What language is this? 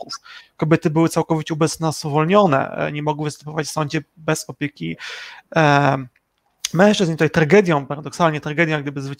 Polish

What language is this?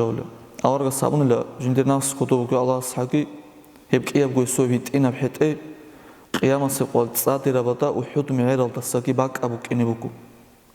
Avaric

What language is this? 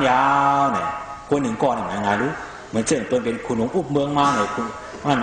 Shan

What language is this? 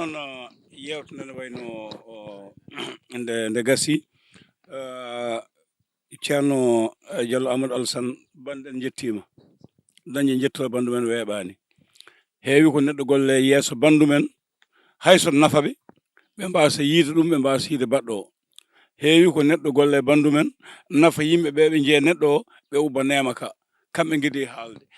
Fula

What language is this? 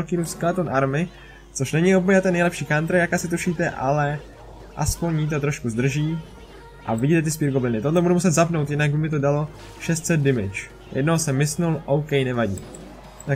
Czech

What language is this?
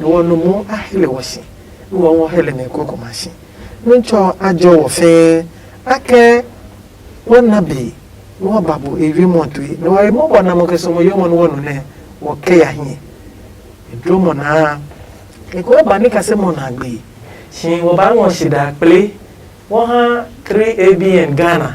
Adangme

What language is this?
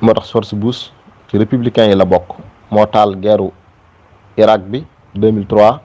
Wolof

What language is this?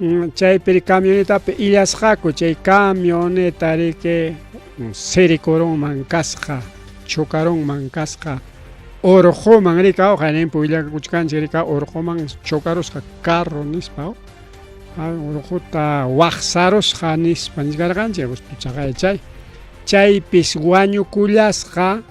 Ayacucho Quechua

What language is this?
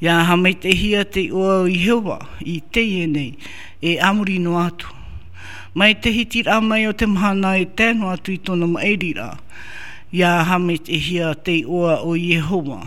Tahitian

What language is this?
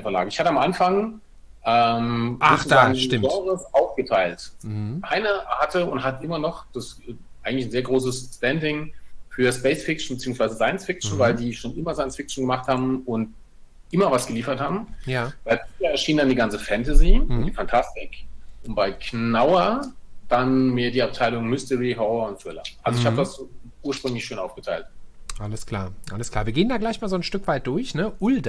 German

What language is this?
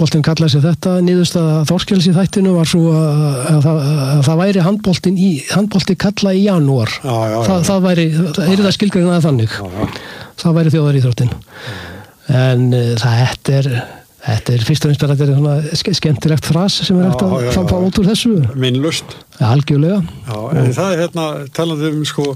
Icelandic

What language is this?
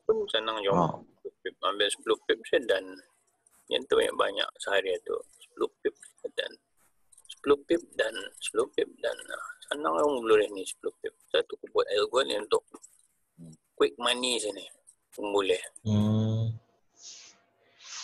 Malay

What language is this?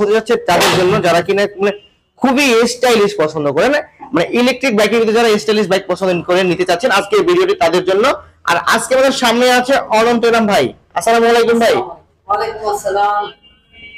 Bangla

